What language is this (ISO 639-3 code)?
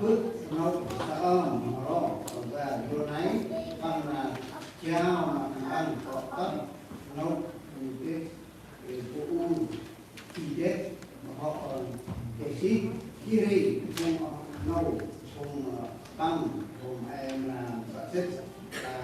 cmo